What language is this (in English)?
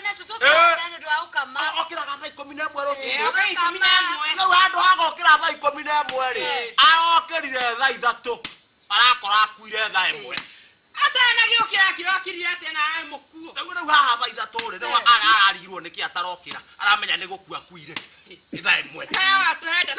Kikuyu